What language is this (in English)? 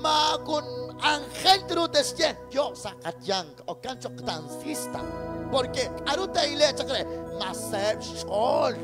Kekchí